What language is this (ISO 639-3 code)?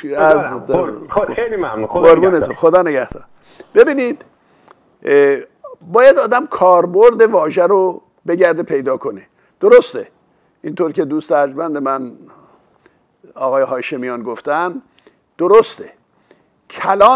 fas